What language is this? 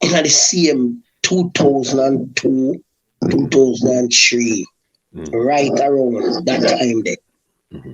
Jamaican Creole English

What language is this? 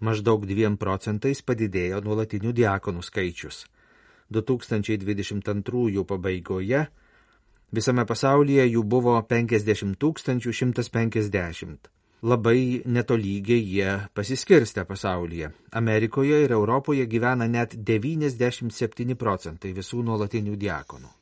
Lithuanian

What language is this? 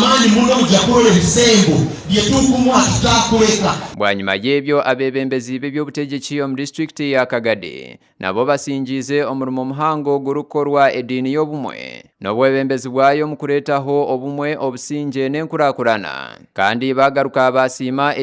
Nyankole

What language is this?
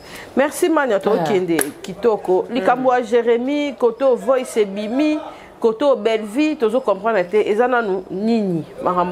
Lingala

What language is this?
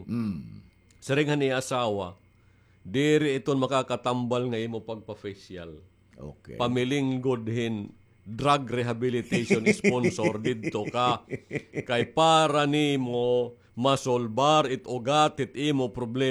Waray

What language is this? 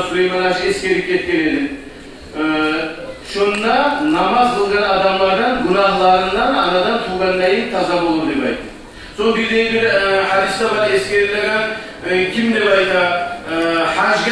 Kumyk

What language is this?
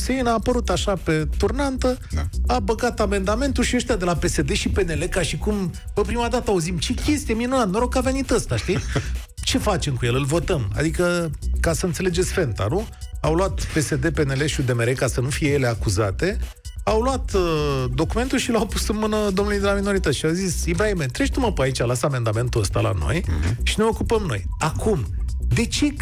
Romanian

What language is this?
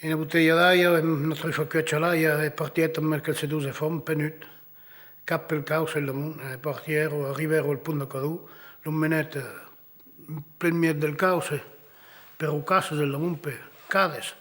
Occitan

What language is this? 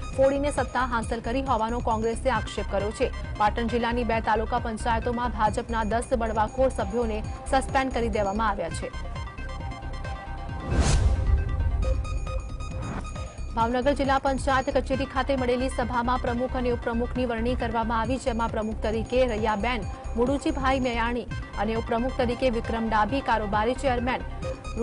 Gujarati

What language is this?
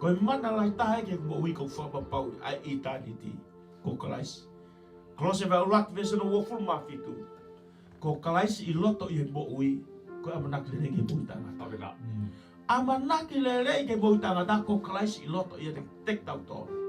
Tongan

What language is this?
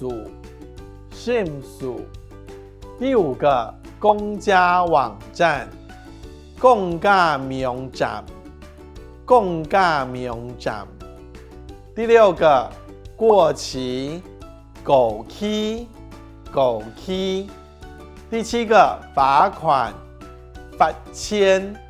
Hakka Chinese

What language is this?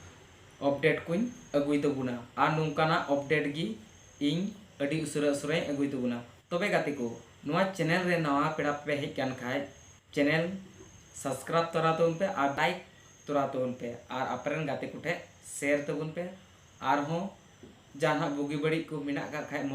Santali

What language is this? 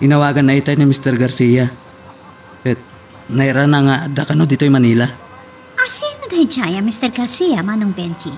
Iloko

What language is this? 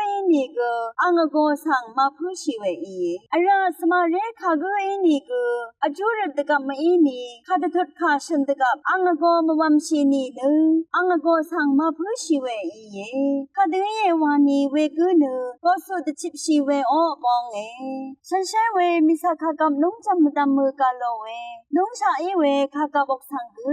Rawang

